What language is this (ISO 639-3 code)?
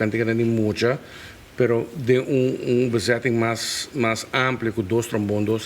pap